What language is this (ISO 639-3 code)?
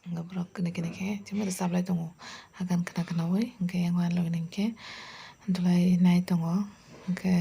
trp